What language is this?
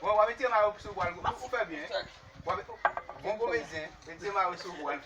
Haitian Creole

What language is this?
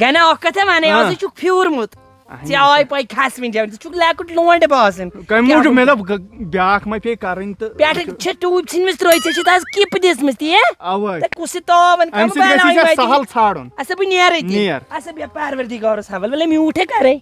Kashmiri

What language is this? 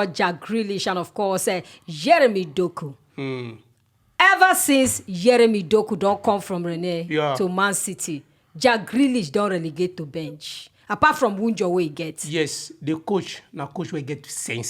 Nigerian Pidgin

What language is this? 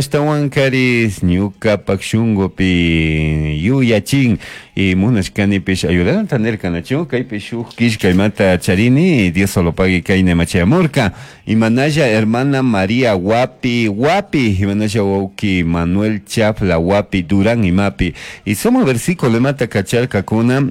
Chimborazo Highland Quichua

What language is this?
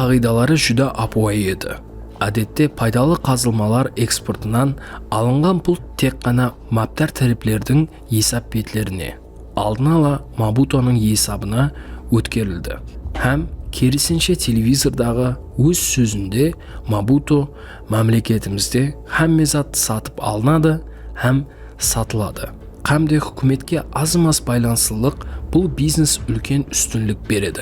Kara-Kalpak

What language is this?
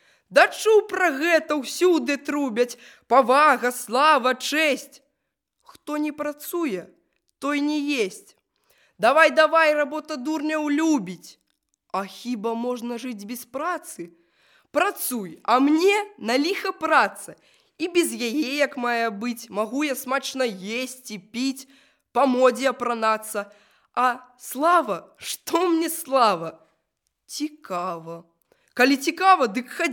Belarusian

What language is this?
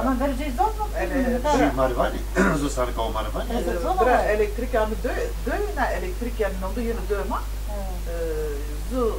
Zaza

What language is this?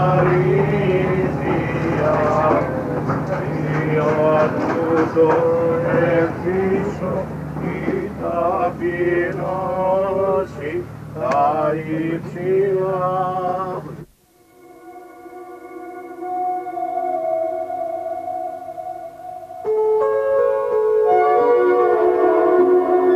Greek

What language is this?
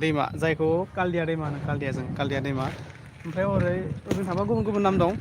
Bodo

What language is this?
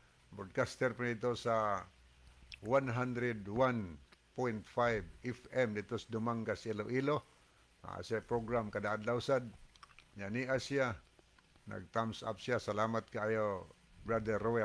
Cebuano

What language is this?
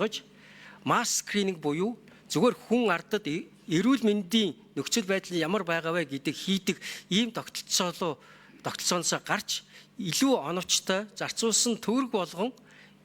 Mongolian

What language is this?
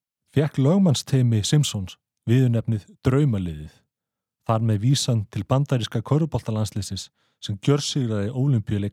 Icelandic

